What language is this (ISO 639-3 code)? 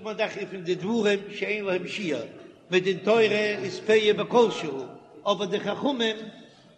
yid